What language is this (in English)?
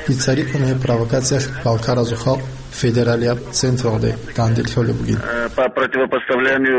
Avaric